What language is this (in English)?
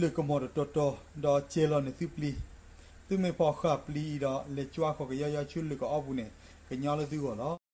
S'gaw Karen